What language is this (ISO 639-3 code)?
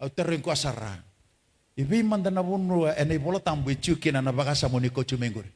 fij